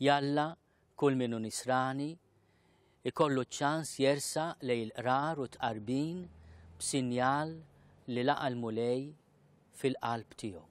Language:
Maltese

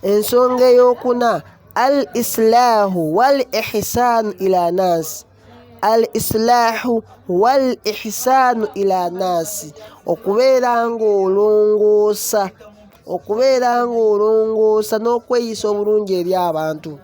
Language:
Ganda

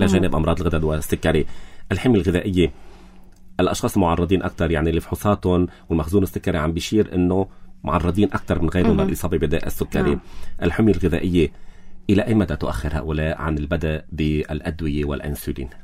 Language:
North Levantine Arabic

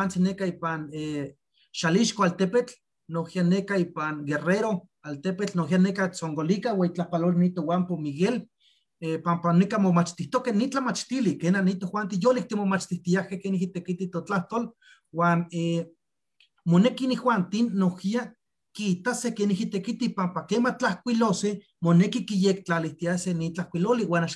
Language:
Eastern Huasteca Nahuatl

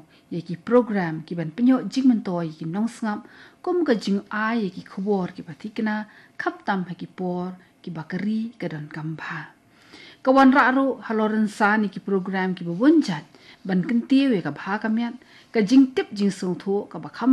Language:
Khasi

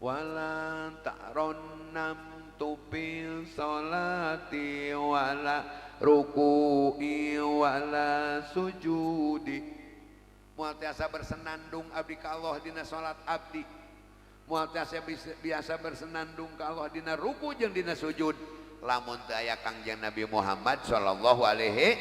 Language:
Sundanese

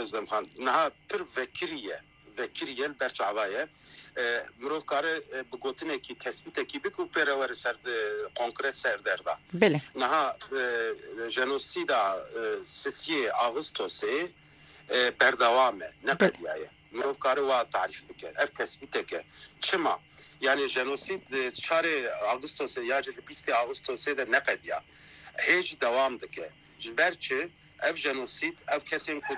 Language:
Kurdish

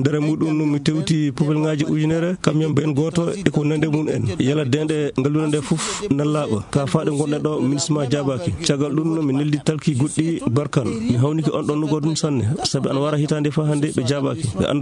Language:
Maasina Fulfulde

